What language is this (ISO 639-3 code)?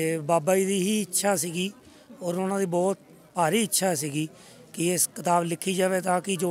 pan